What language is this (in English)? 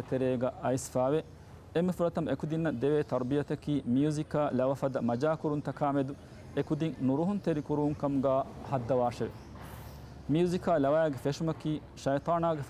Divehi